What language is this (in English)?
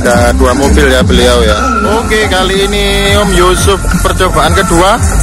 Indonesian